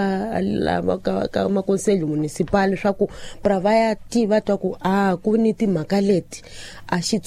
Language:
Tsonga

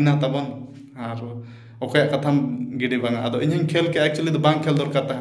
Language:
Santali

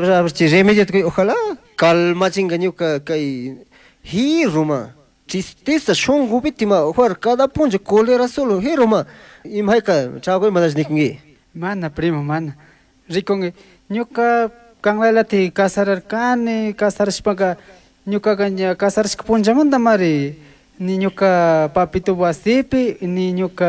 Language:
Chimborazo Highland Quichua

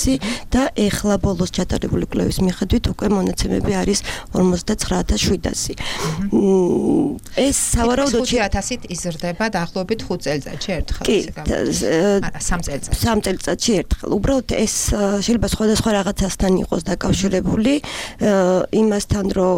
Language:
Georgian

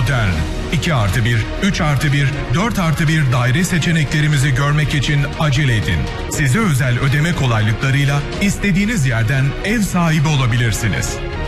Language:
Turkish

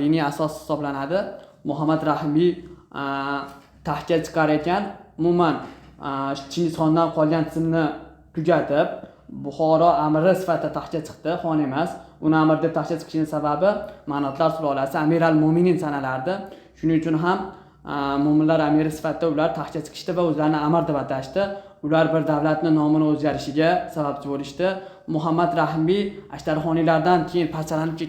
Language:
Uzbek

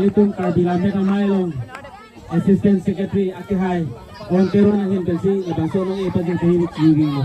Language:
Karbi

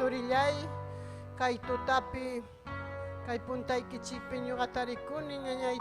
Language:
Ayacucho Quechua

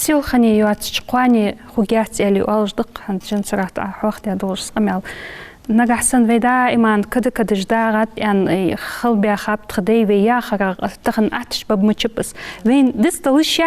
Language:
Ingush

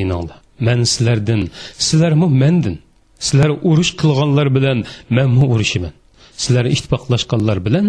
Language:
Uyghur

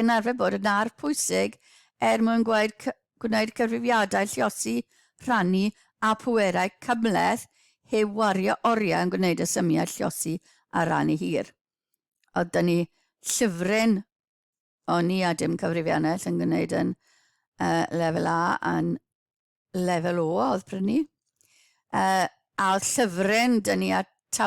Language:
Welsh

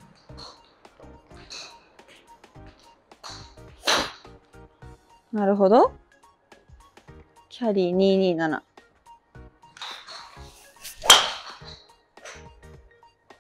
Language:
Japanese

